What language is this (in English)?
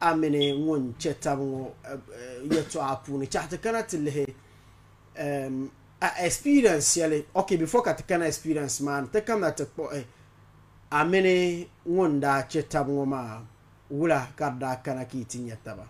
Dagbani